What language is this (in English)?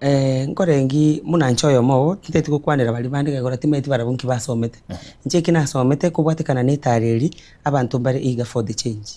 Gusii